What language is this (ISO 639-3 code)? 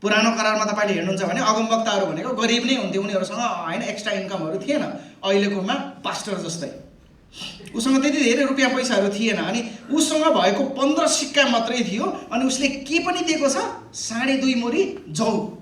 nep